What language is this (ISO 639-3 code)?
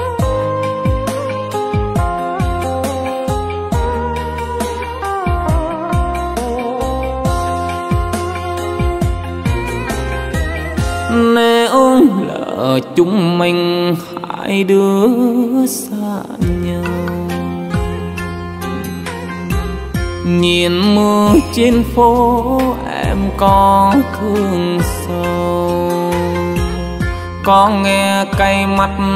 vie